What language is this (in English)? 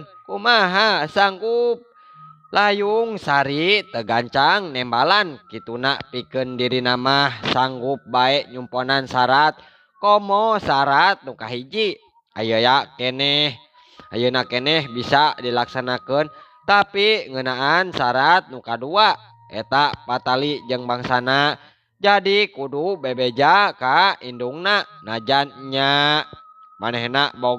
Sundanese